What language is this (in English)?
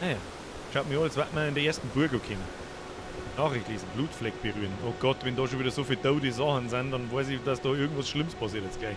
Bavarian